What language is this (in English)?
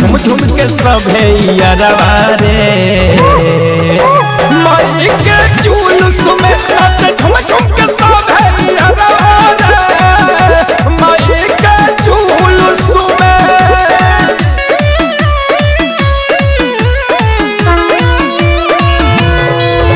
Bhojpuri